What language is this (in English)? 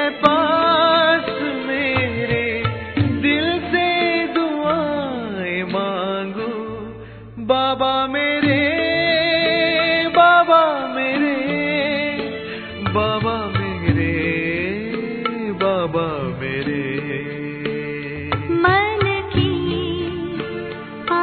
Tamil